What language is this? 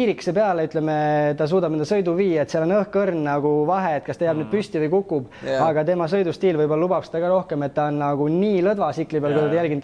Estonian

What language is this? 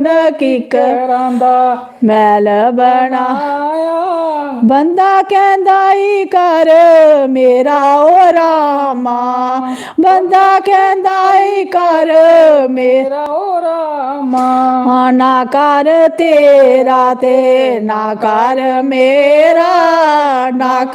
Dogri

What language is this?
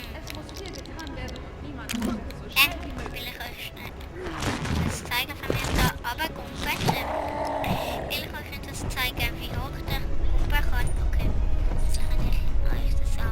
Swiss German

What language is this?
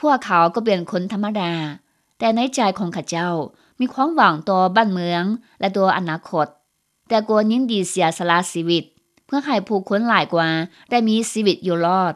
Lao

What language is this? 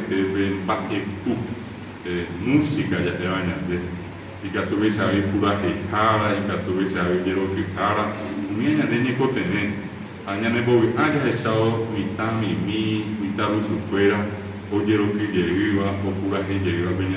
Guarani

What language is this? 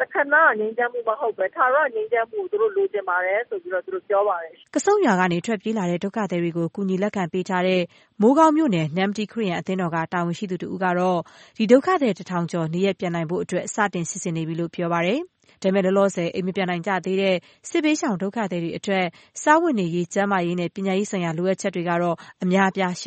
Burmese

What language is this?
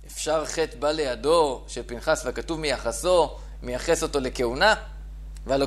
Hebrew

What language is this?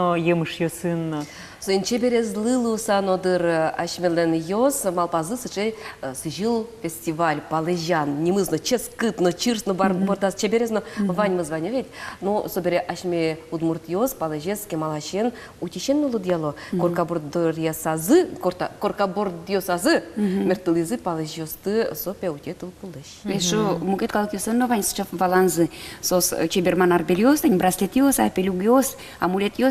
Udmurt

